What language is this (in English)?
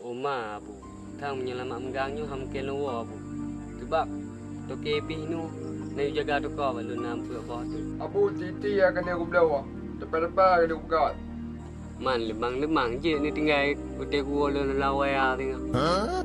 Achinese